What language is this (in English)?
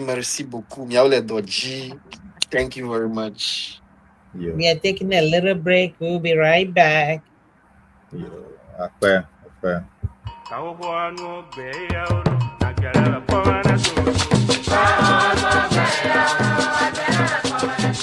Ewe